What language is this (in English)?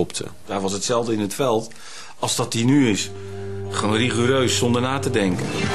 Dutch